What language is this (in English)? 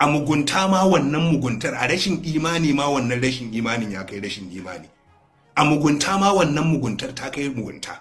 Hausa